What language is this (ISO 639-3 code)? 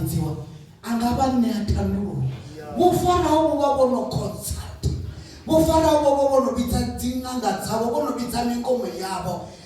ven